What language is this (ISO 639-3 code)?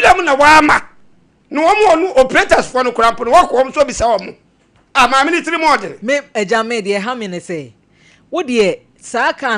aka